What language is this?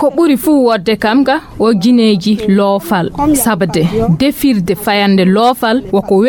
Nigerian Fulfulde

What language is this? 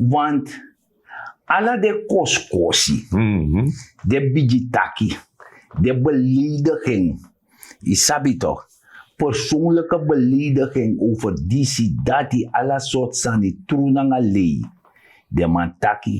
Sranan Tongo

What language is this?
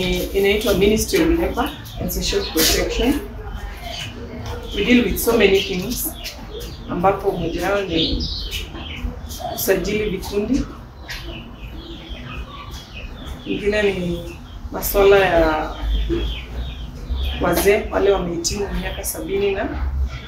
Swahili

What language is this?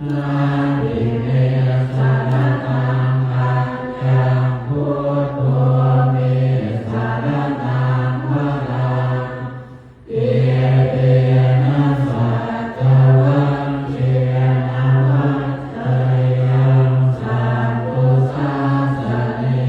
Pali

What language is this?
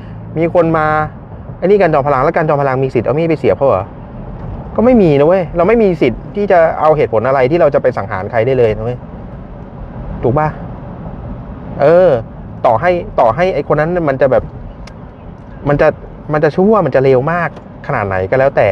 Thai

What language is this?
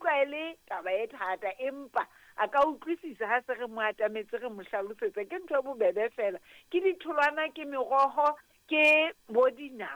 Southern Sotho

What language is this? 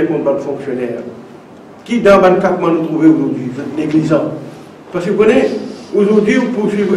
Morisyen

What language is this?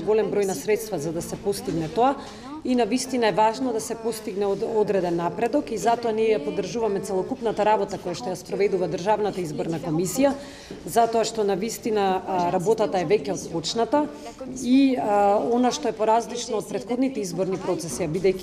Macedonian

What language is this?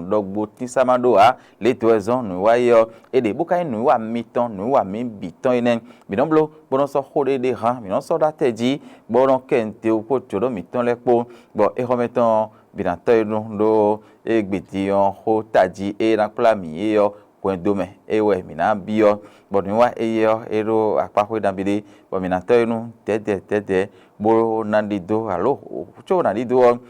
Fon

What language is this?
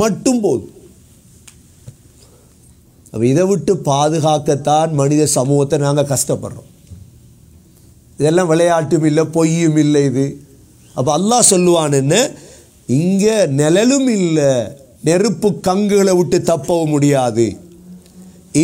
Tamil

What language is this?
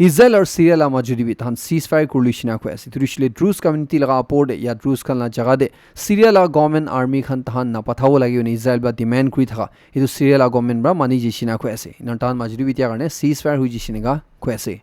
Naga Pidgin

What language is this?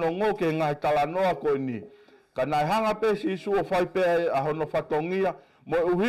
Tongan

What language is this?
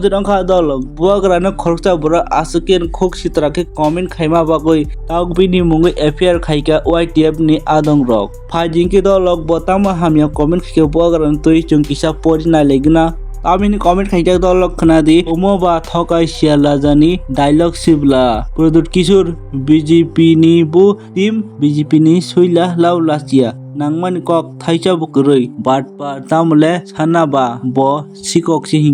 Kok Borok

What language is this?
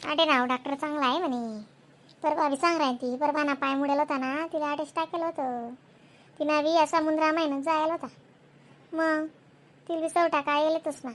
Khandesi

